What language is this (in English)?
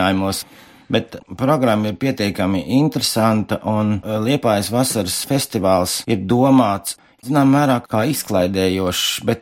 Latvian